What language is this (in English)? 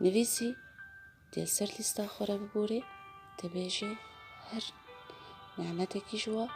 Kurdish